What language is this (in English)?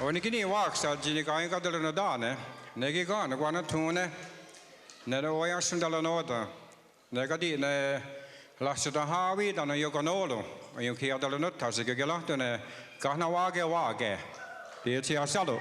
Mohawk